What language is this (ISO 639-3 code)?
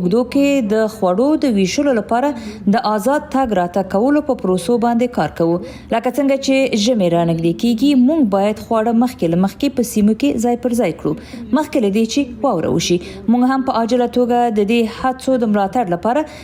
pus